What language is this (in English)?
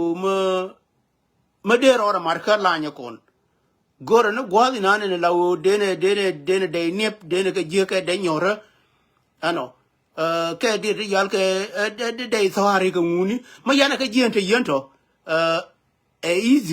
Nuer